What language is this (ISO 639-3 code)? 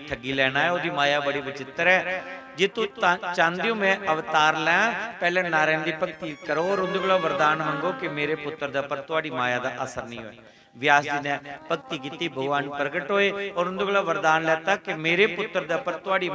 doi